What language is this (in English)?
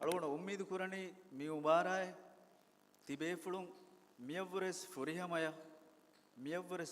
Divehi